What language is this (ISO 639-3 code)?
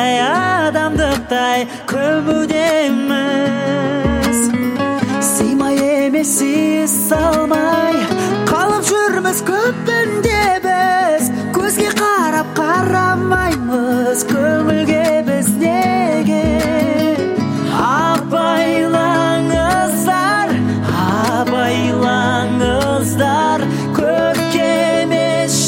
kaz